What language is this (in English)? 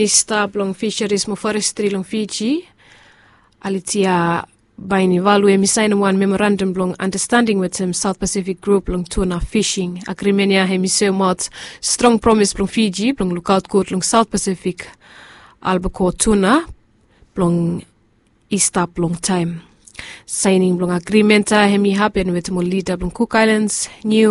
Bislama